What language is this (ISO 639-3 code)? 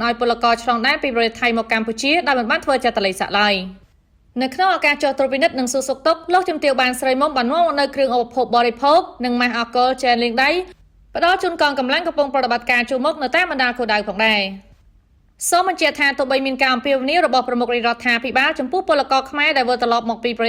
khm